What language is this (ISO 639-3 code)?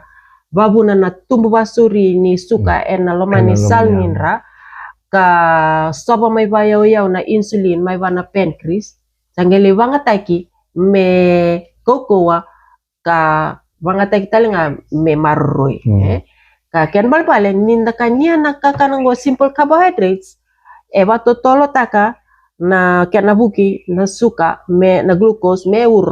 fij